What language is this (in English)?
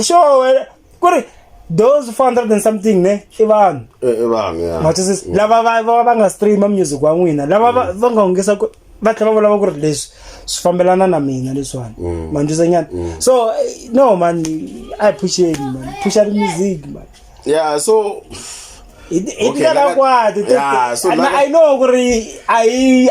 Tsonga